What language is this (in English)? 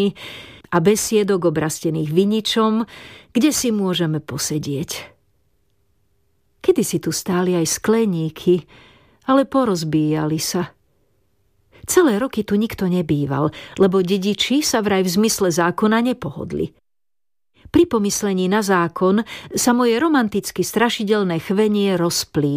Slovak